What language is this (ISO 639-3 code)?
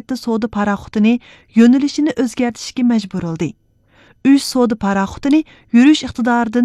uig